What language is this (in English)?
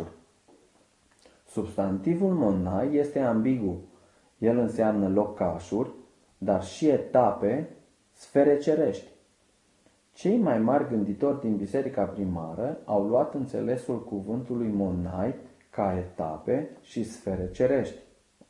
Romanian